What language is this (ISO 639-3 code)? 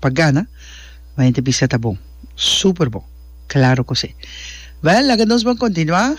pap